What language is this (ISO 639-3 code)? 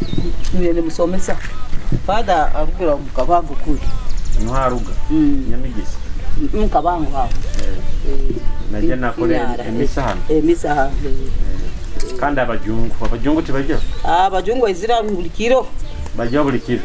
nyo